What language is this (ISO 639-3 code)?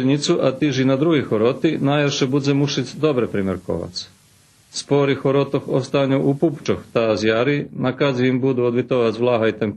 rue